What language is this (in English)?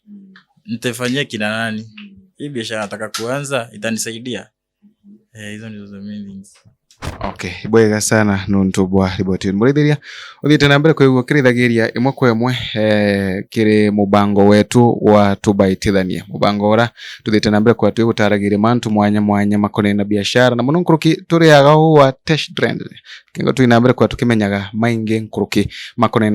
Meru